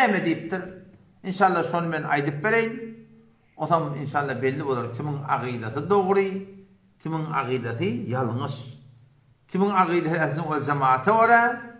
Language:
Turkmen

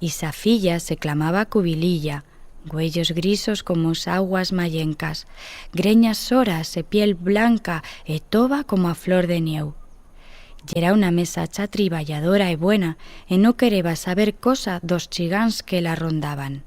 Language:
Aragonese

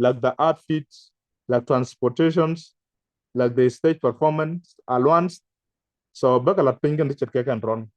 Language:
Nuer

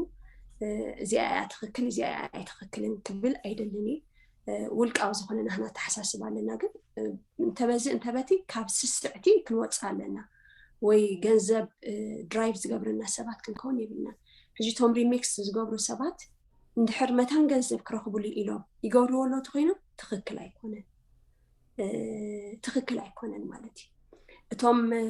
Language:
Tigrinya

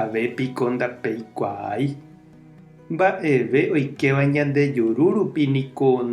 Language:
Guarani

